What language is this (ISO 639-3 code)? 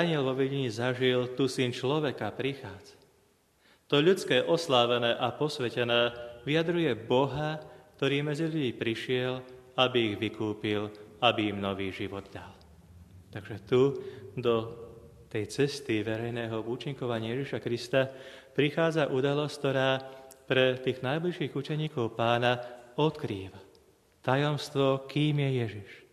slk